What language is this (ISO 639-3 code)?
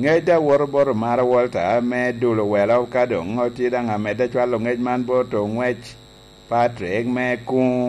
laj